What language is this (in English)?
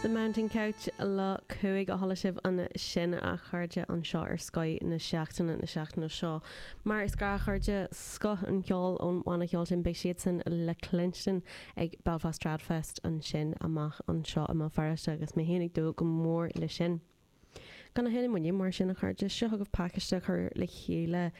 Irish